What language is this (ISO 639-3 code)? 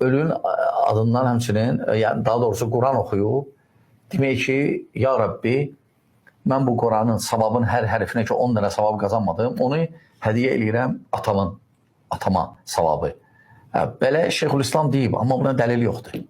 aze